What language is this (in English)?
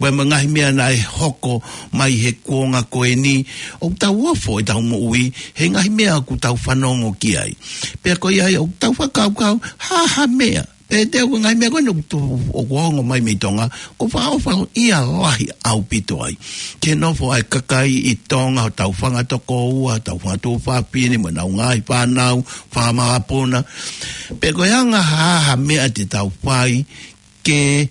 Tongan